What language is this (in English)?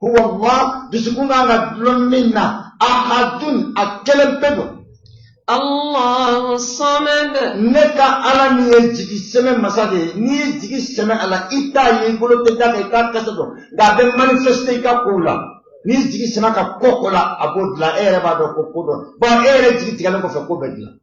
Bambara